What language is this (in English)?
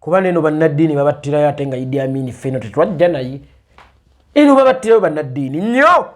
Ganda